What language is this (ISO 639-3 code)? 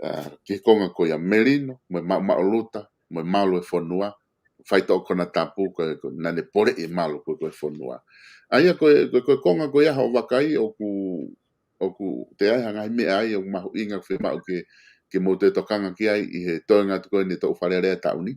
ton